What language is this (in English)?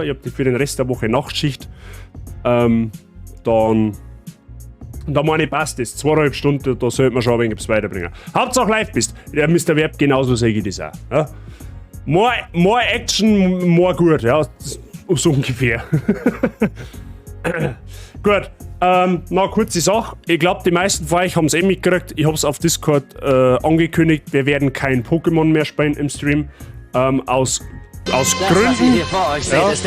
Bavarian